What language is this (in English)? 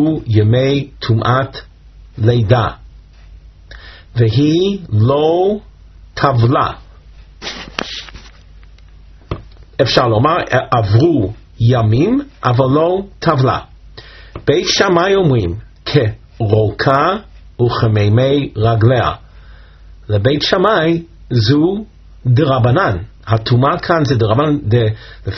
Hebrew